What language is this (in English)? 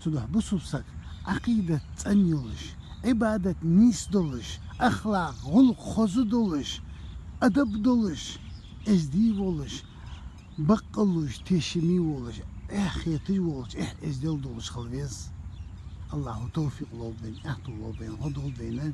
Chechen